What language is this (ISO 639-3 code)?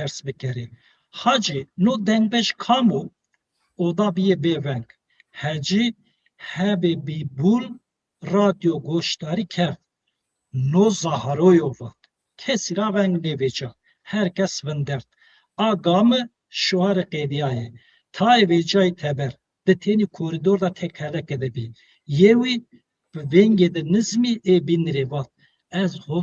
zza